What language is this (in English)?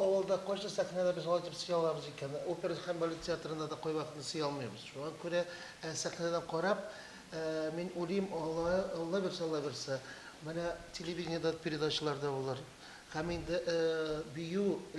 Tatar